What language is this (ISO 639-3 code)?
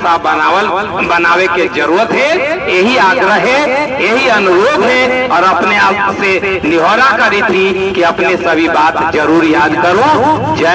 mag